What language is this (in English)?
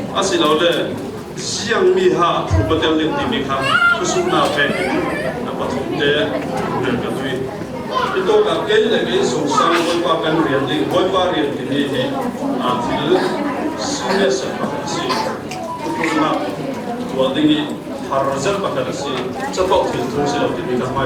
Falam Chin